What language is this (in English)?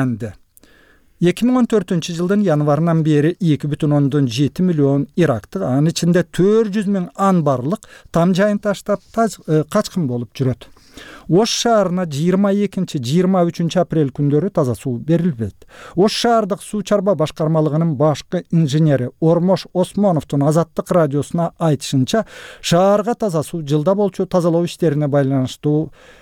Kyrgyz